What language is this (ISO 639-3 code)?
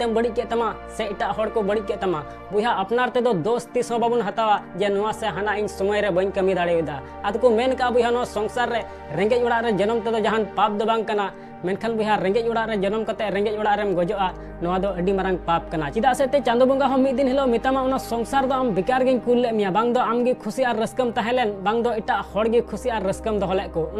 sat